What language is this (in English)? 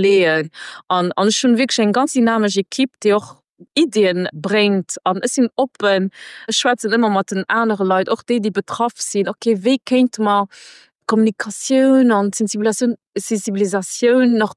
Luxembourgish